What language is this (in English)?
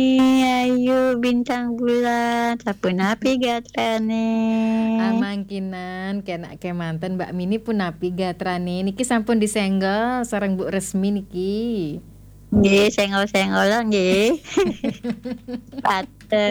Balinese